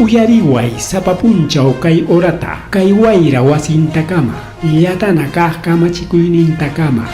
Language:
Ayacucho Quechua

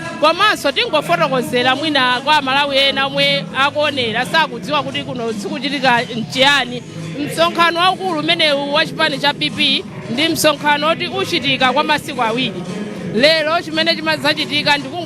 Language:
Nyanja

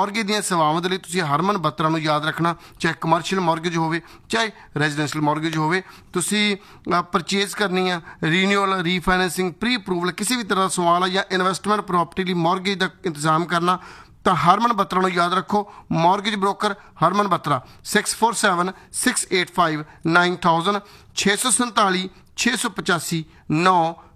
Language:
Punjabi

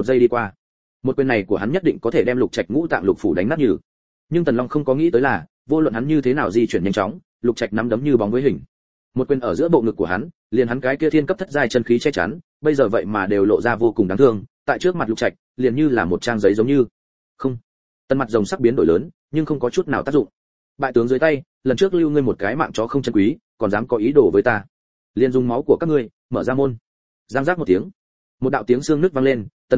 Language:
Vietnamese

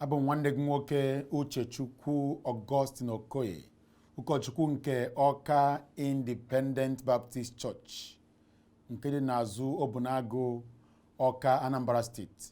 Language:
Igbo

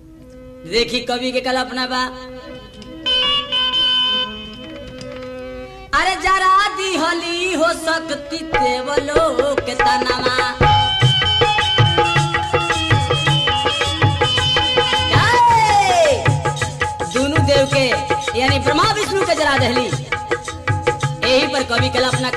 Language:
Bhojpuri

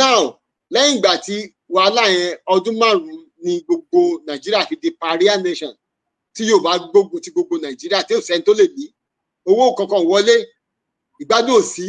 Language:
Yoruba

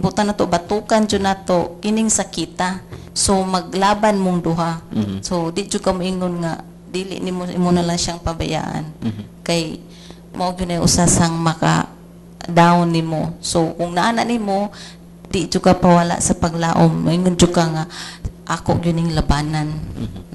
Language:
Cebuano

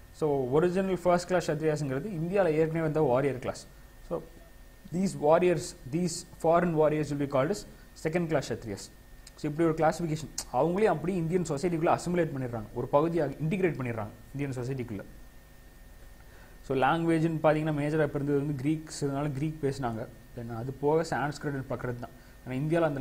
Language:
Tamil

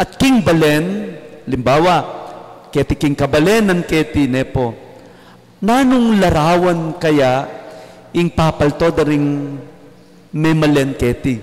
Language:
Pampanga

